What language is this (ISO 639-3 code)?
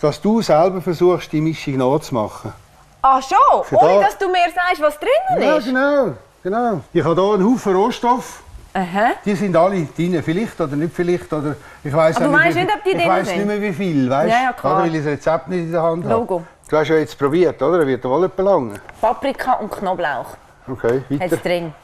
gsw